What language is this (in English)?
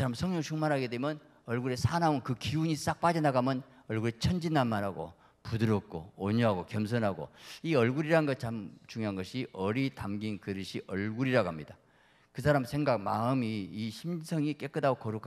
Korean